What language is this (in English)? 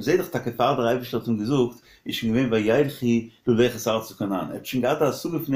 Yiddish